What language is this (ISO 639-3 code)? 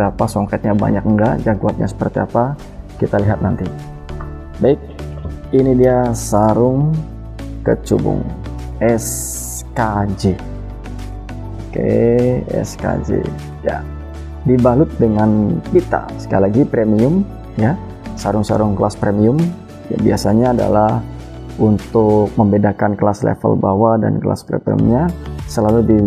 ind